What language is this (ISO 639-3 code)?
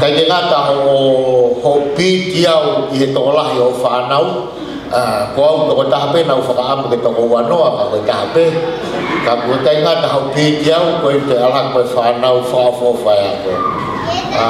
ton